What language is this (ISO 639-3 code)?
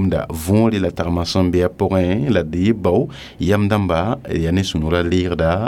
mos